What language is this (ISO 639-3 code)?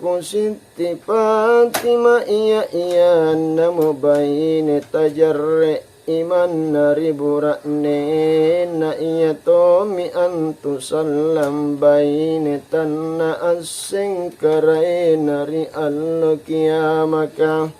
mak